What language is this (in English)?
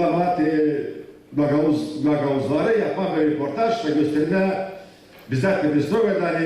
Gagauz